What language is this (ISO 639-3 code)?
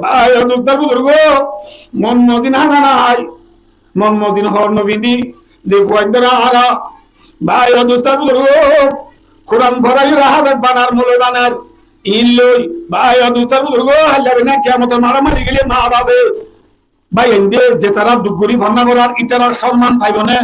rhg